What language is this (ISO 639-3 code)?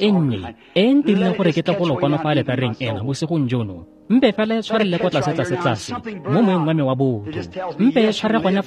tsn